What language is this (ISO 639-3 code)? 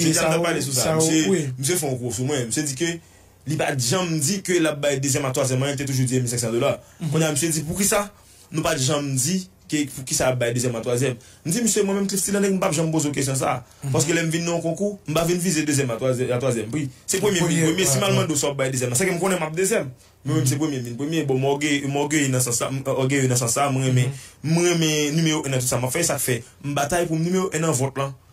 hat